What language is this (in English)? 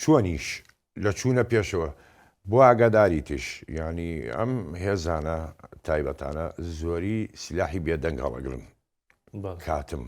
Central Kurdish